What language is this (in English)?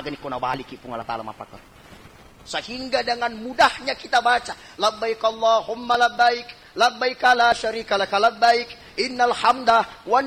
Buginese